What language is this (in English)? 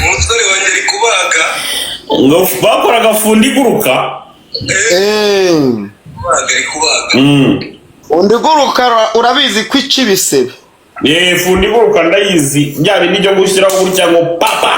Kinyarwanda